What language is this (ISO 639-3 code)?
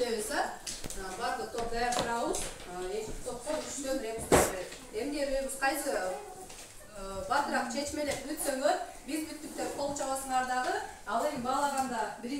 kir